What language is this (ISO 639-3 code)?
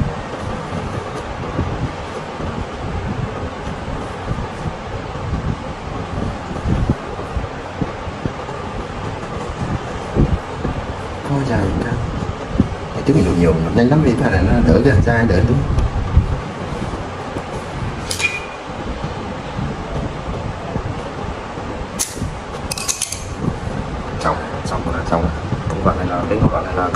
vie